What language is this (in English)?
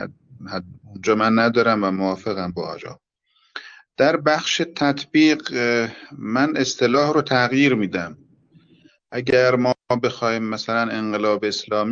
Persian